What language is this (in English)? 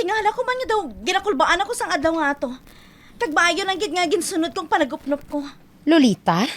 Hiligaynon